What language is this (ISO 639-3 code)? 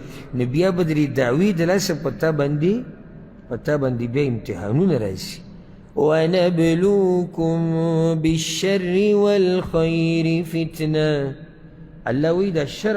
pus